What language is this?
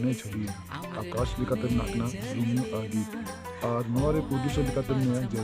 Santali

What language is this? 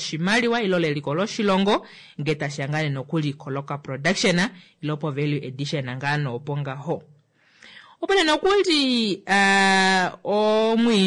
Kuanyama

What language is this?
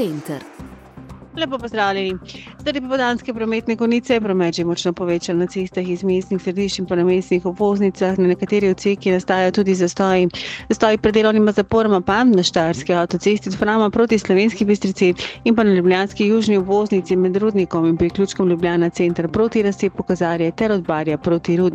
Slovenian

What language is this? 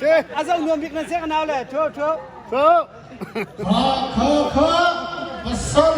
Hakha Chin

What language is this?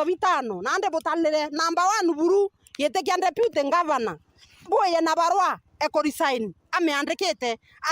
Meru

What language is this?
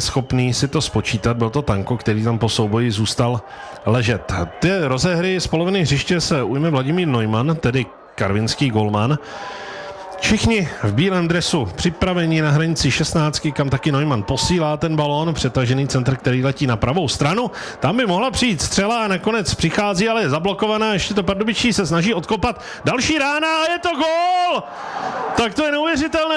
Czech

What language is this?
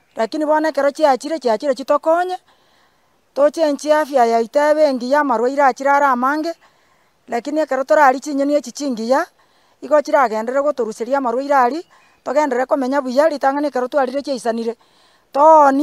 Gusii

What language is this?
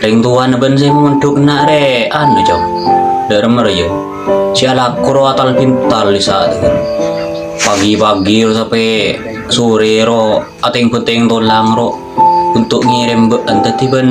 Madurese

